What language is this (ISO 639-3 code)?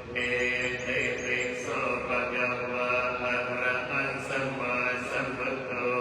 pli